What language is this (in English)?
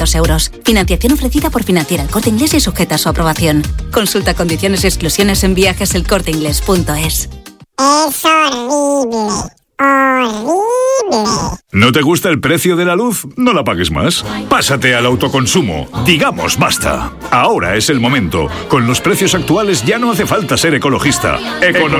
Spanish